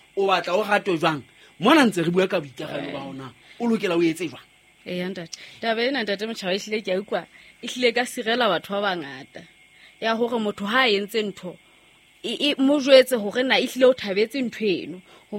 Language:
Southern Sotho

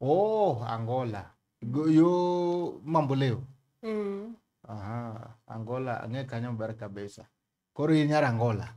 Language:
Luo (Kenya and Tanzania)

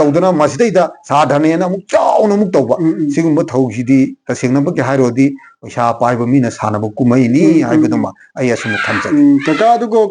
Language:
Manipuri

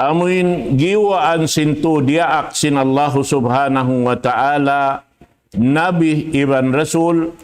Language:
Tausug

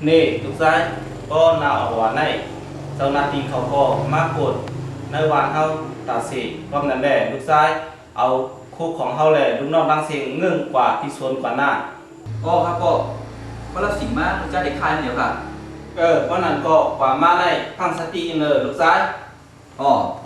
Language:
Shan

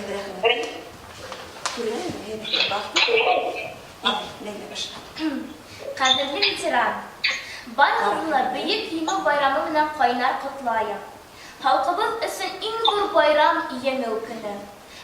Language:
Bashkir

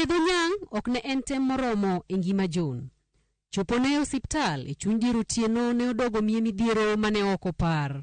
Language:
Luo (Kenya and Tanzania)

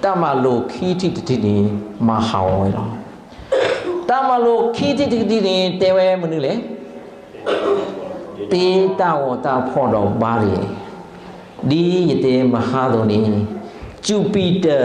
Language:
S'gaw Karen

